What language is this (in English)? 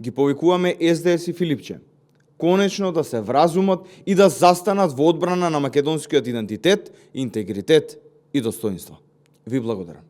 Macedonian